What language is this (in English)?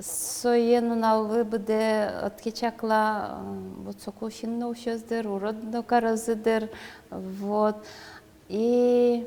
Udmurt